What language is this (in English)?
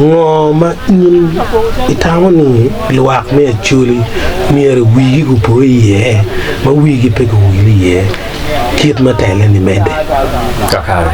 Acoli